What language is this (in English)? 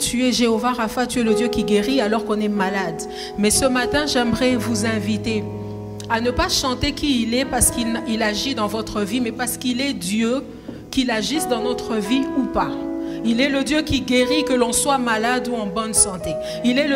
French